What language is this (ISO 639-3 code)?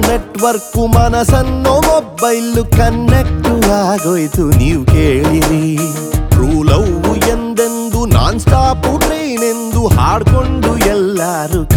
kan